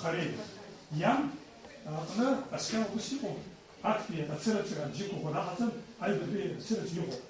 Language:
Abkhazian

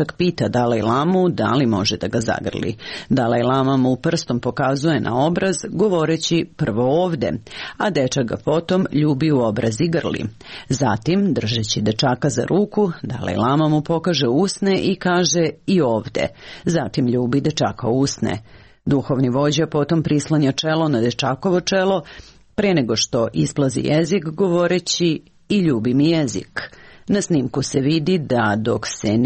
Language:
Serbian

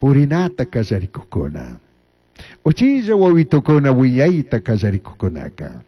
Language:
Chimborazo Highland Quichua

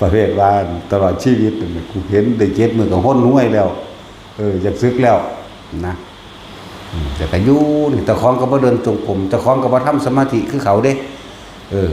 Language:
Northeastern Thai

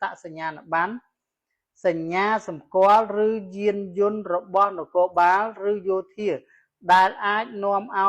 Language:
Khmer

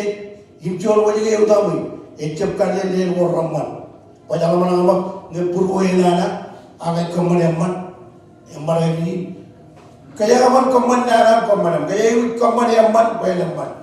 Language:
Marshallese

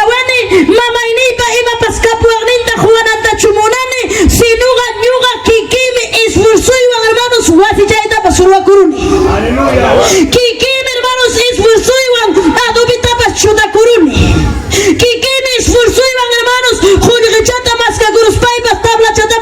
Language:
Ayacucho Quechua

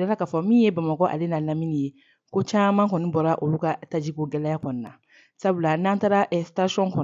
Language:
Bambara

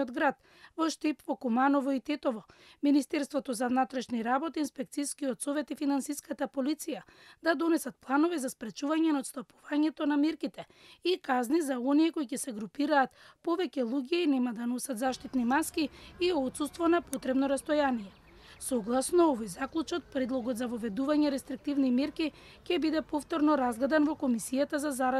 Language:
Macedonian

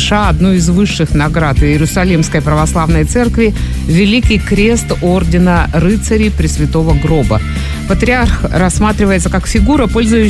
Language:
Russian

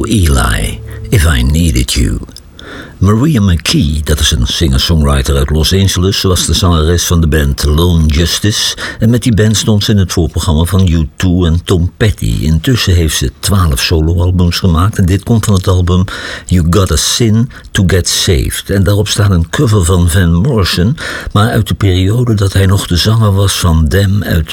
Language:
Dutch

